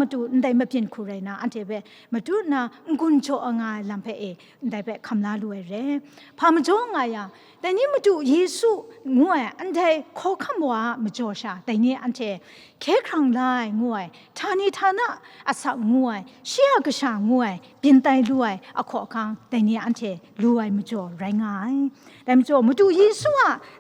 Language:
Kachin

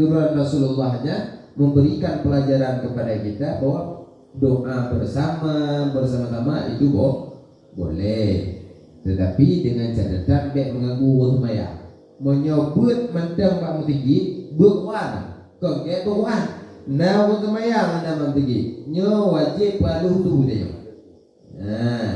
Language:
Achinese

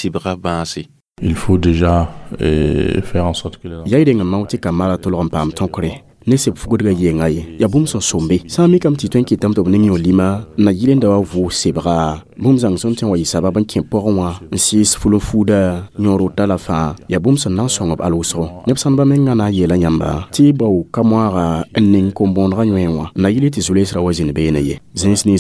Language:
Mossi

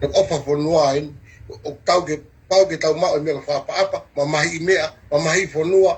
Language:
Tongan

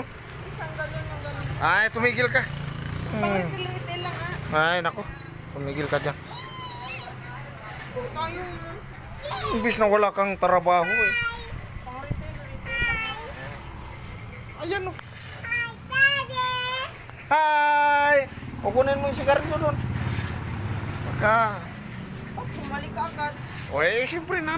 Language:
Filipino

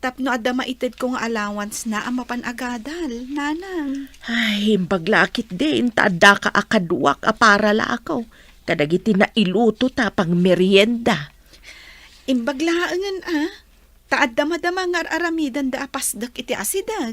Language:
Iloko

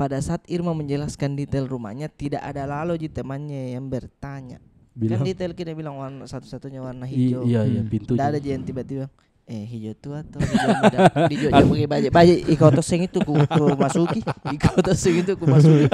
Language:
Makassar Malay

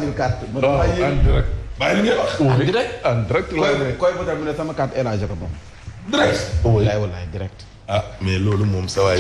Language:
Wolof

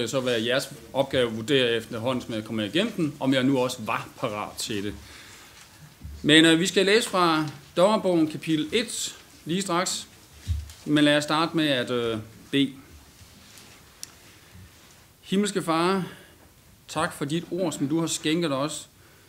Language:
Danish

